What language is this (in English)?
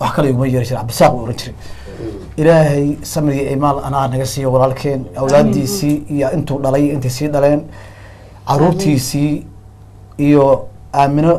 Somali